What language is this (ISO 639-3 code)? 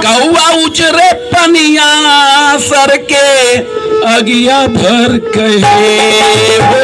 mag